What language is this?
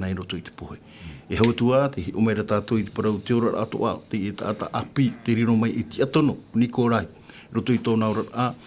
Tahitian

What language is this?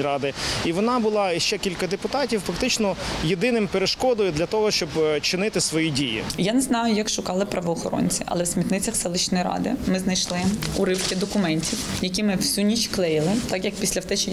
Ukrainian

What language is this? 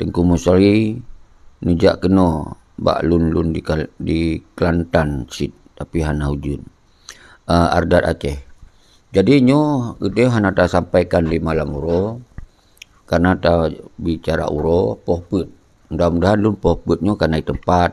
Achinese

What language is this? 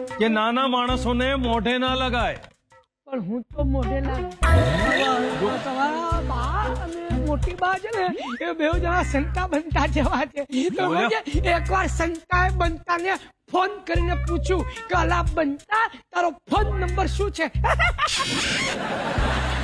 Gujarati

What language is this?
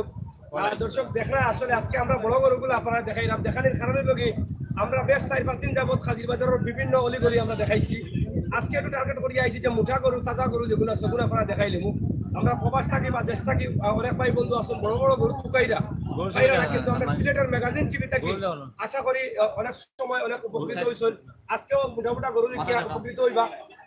Sylheti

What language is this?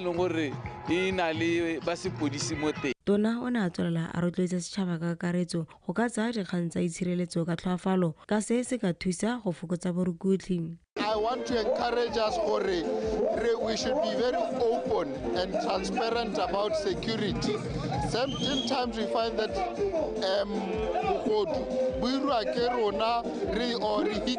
Tswana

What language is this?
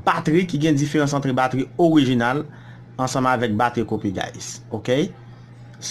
Haitian Creole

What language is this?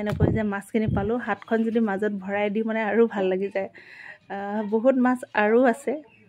Assamese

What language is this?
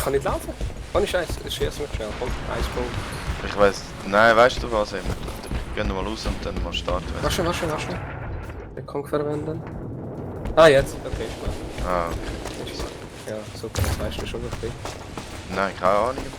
Swiss German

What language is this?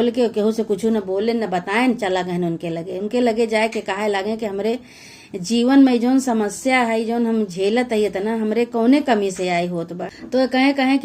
Awadhi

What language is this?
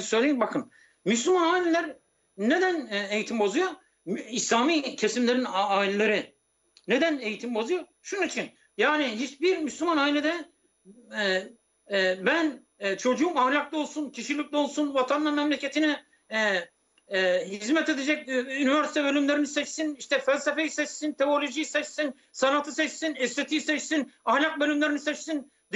Turkish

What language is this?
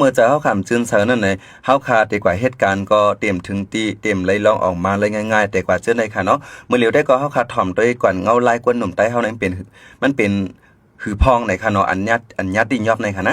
Shan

